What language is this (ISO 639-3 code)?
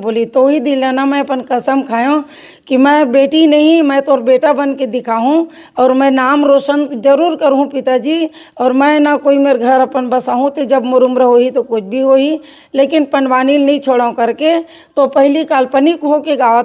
hne